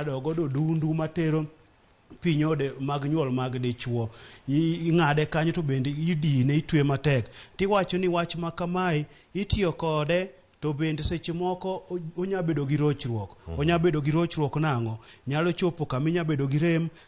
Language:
Luo (Kenya and Tanzania)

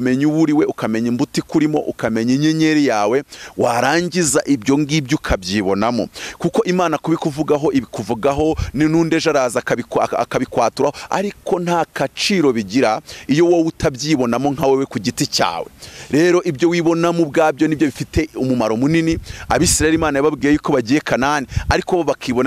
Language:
Kinyarwanda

